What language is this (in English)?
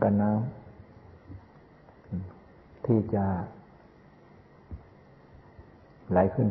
Thai